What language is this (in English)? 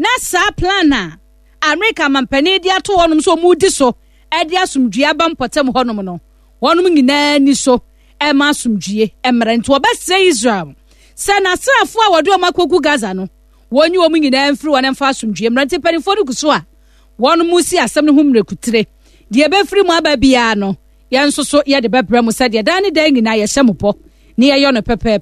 Akan